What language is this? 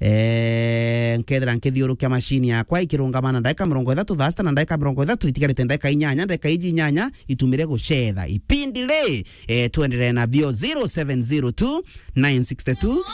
Meru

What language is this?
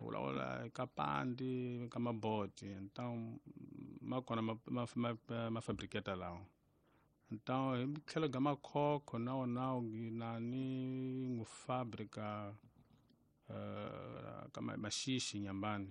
Tsonga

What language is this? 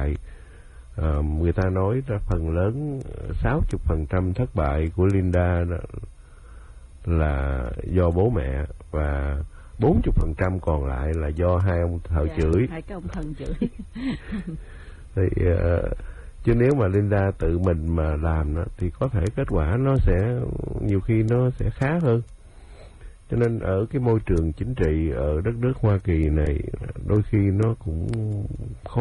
Vietnamese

